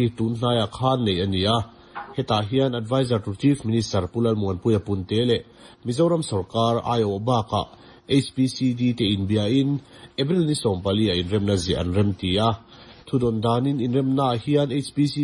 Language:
Mizo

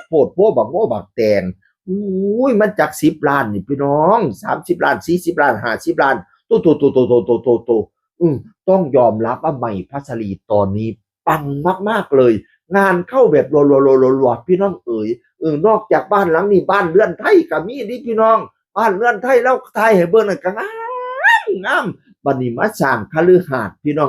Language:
Northeastern Thai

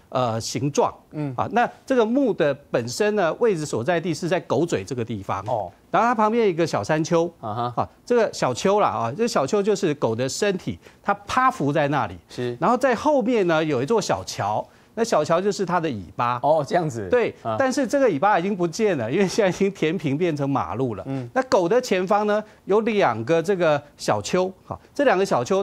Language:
Chinese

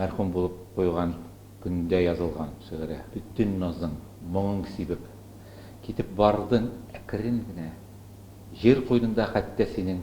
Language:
Tatar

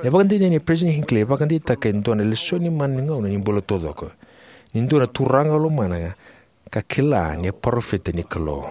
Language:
Fijian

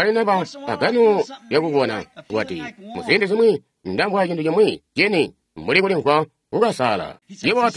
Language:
Tonga (Zambia)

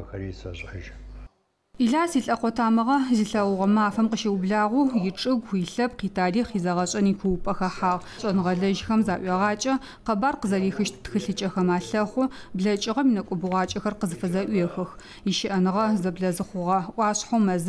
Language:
Adyghe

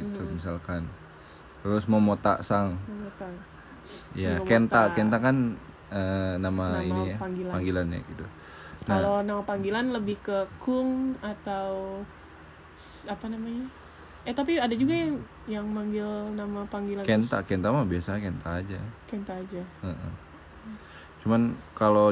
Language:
Indonesian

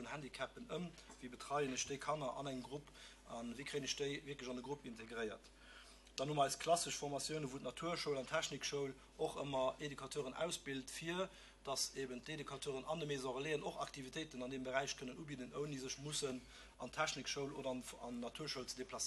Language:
Luxembourgish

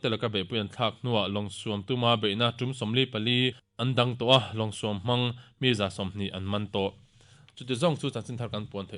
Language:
Mizo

